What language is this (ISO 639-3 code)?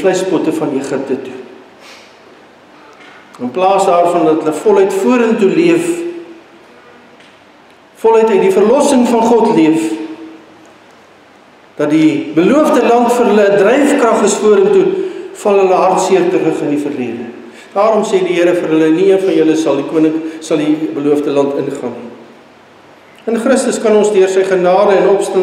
afr